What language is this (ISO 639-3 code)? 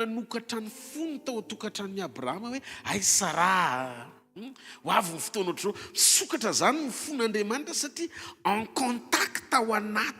mlg